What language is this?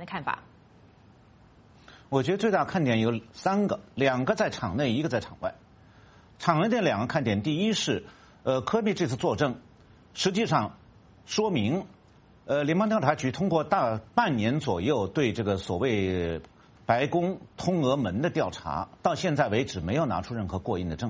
Chinese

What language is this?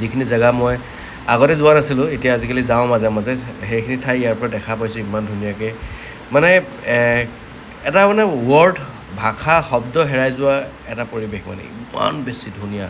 Assamese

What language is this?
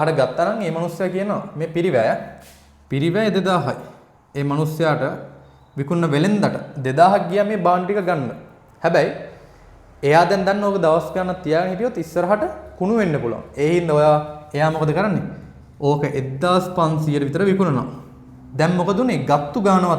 Sinhala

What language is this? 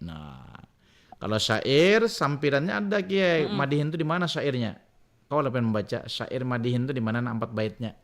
Banjar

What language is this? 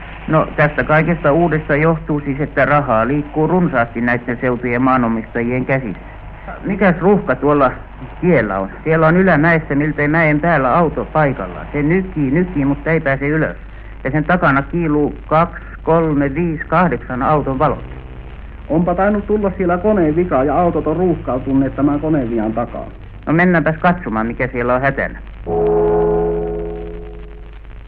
Finnish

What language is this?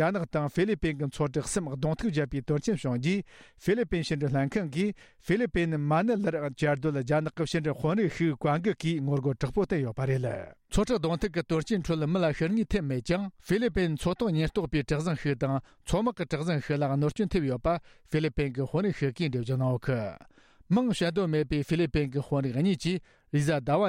Tibetan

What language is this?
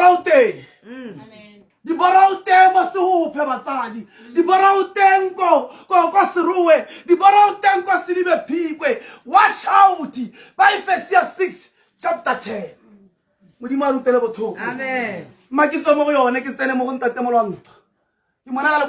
Tswana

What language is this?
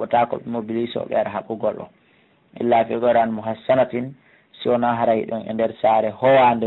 Pular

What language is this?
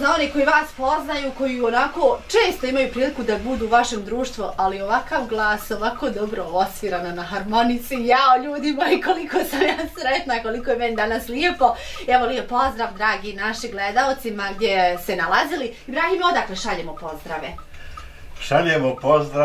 Bosnian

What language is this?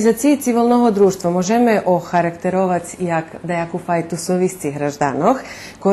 Rusyn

